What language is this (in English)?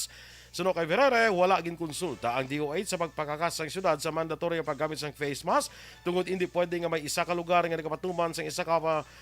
Hiligaynon